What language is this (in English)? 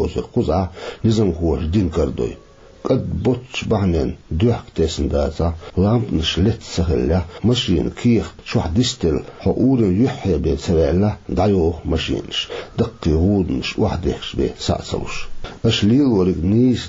Chechen